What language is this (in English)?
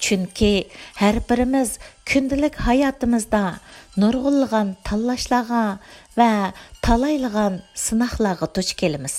Uyghur